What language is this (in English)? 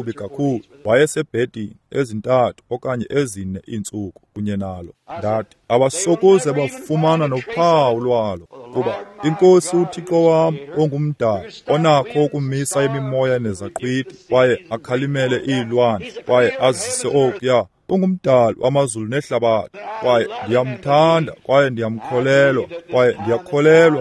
Xhosa